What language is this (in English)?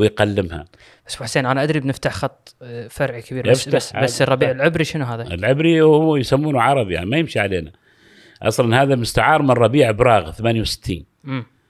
Gulf Arabic